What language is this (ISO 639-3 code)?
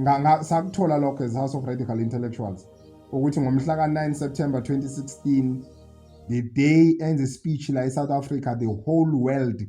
zul